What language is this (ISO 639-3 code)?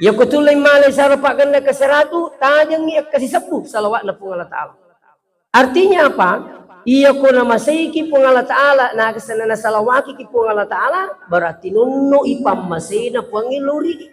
bug